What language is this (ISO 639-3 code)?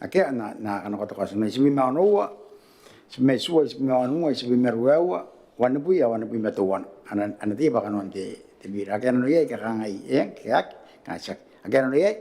gil